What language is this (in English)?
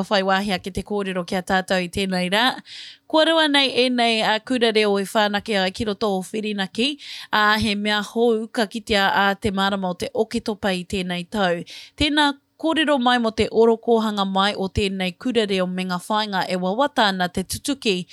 Māori